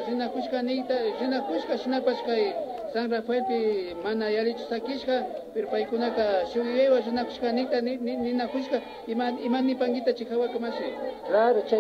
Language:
Imbabura Highland Quichua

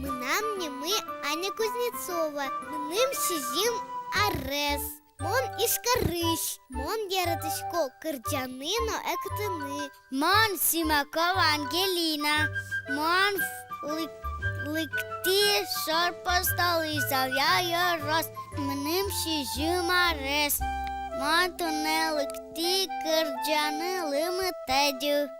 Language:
Udmurt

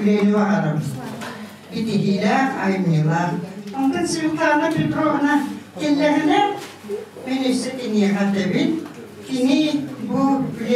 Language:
Yakut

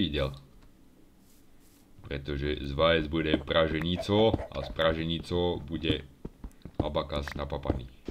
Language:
Slovak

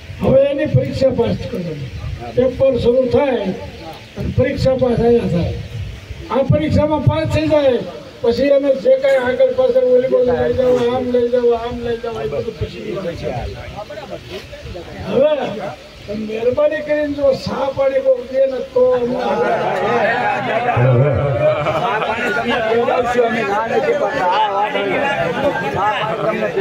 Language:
Gujarati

